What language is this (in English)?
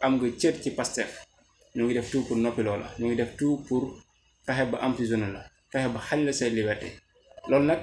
Wolof